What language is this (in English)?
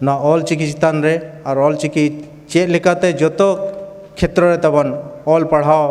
Santali